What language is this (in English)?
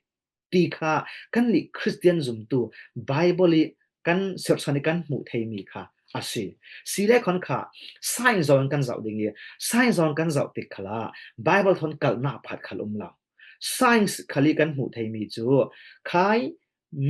Falam Chin